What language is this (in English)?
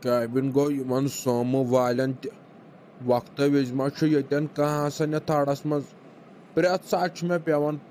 Kashmiri